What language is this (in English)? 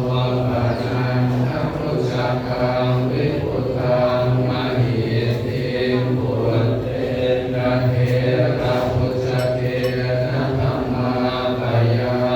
Pali